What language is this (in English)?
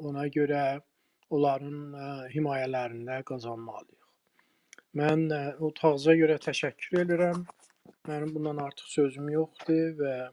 South Azerbaijani